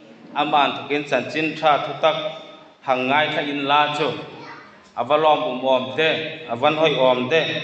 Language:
Hmar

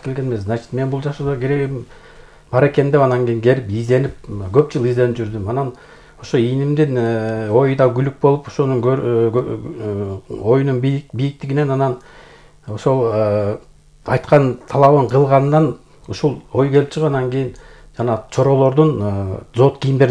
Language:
Kyrgyz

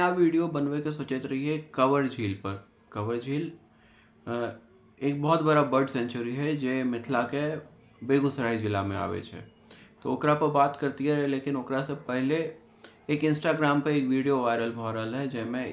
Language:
Maithili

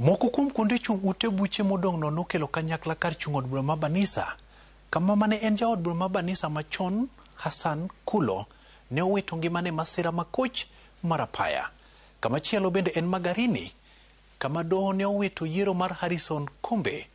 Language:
Luo (Kenya and Tanzania)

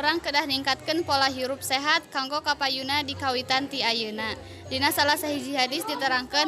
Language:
Sundanese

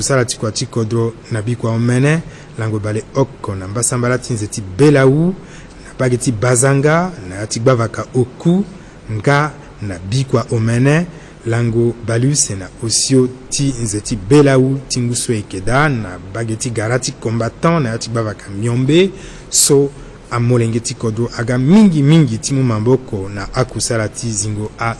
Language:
Sango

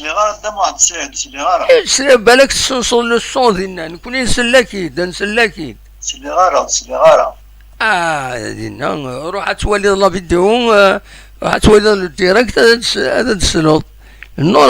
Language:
Kabyle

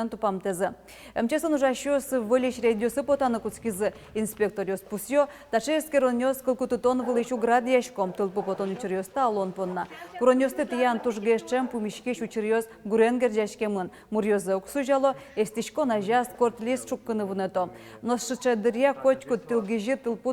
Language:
Udmurt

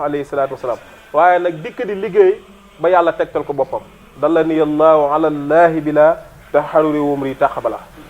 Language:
Wolof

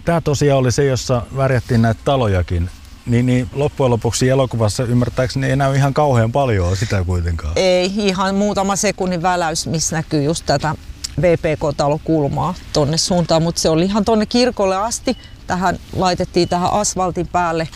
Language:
Finnish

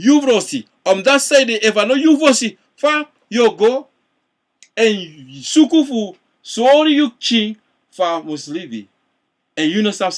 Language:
Sranan Tongo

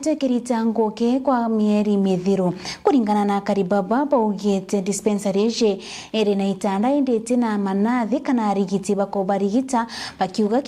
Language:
Meru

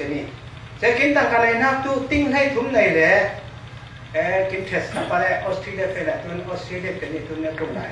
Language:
Falam Chin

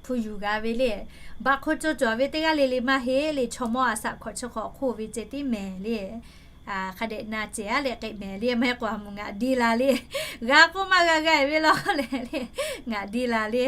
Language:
Lahu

